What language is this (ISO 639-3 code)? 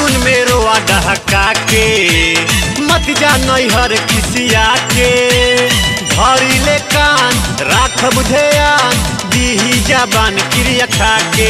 bho